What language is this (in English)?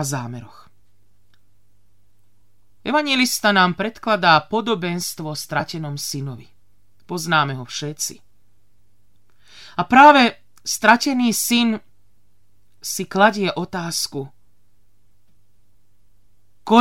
Slovak